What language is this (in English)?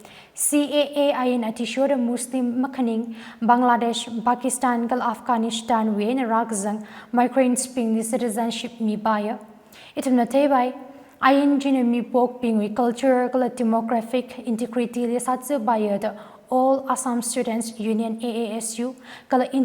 Tangkhul Naga (India)